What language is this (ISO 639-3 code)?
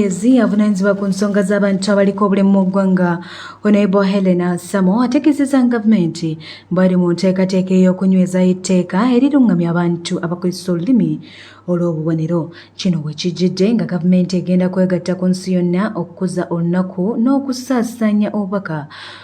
lug